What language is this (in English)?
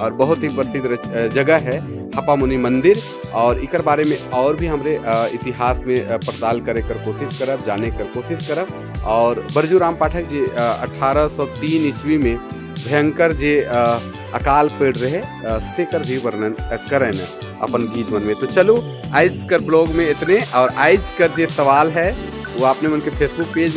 Sadri